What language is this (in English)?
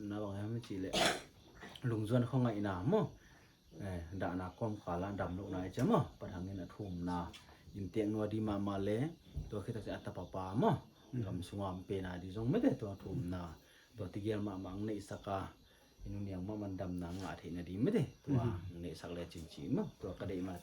Paite Chin